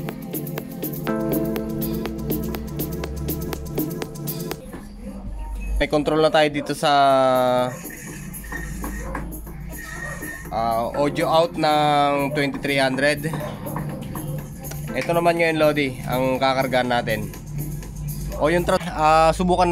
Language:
Filipino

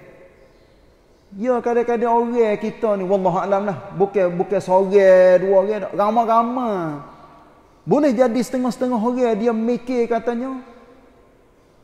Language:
Malay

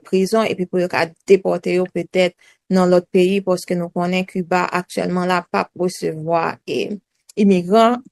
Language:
Haitian Creole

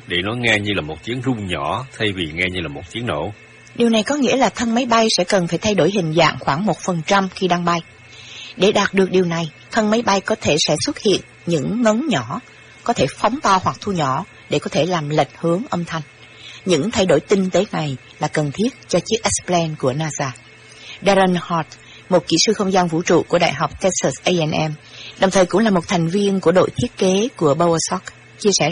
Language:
Vietnamese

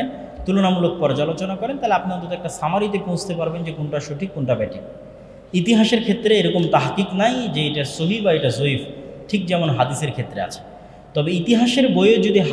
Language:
Bangla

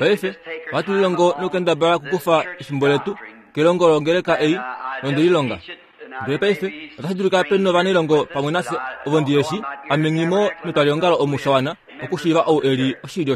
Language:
Kuanyama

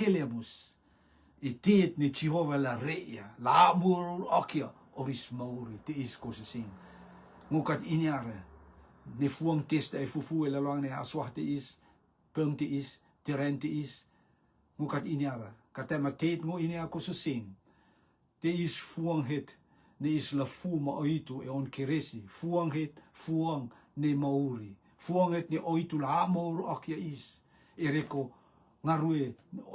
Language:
Rotuman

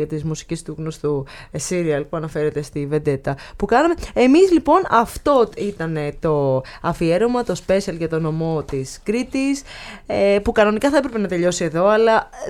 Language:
Greek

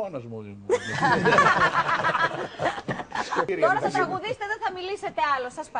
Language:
Greek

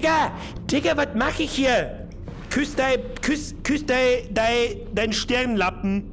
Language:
Bavarian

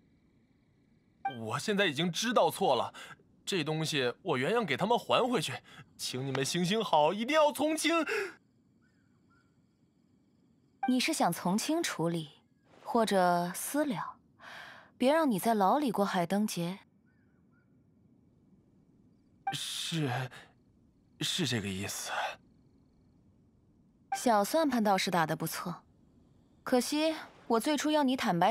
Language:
Chinese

